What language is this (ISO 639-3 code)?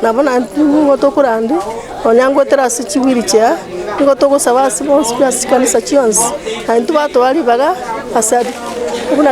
guz